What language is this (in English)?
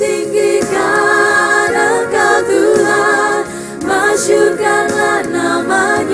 Ambonese Malay